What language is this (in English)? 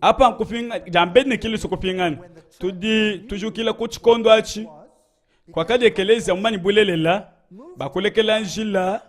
Luba-Lulua